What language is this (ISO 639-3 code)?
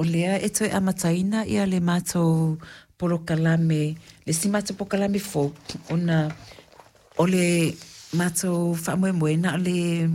smo